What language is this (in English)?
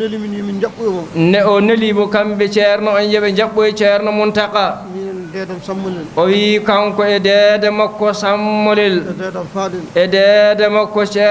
Fula